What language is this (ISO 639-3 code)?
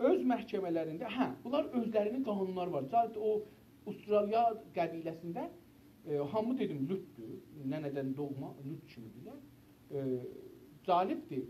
azb